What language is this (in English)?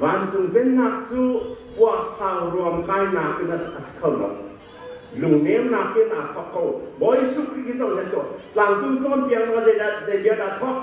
Hakha Chin